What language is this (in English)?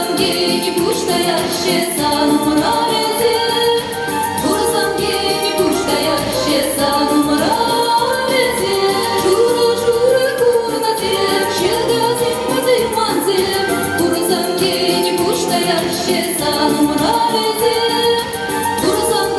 Chuvash